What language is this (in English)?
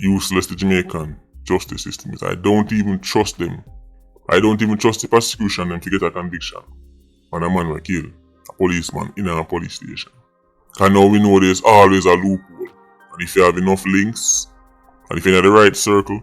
Jamaican Creole English